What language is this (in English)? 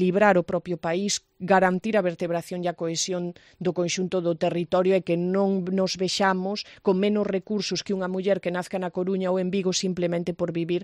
Galician